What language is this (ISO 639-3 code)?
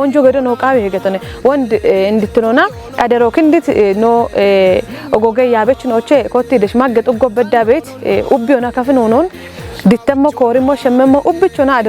kbr